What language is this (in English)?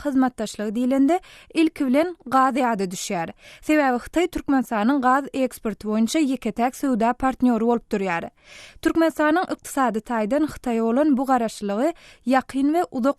Turkmen